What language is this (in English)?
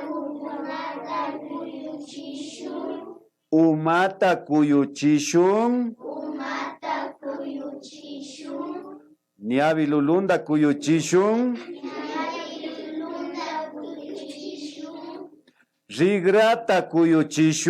Imbabura Highland Quichua